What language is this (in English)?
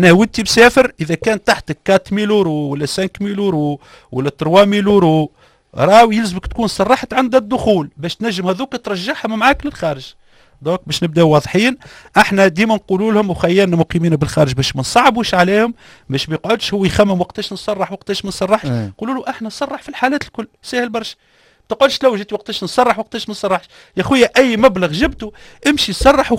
Tunisian Arabic